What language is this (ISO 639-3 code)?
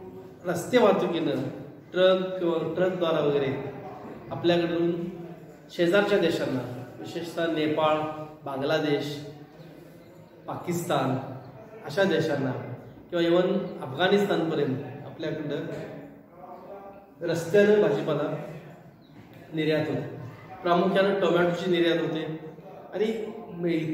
mar